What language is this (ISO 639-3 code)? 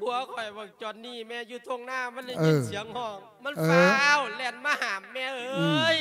lao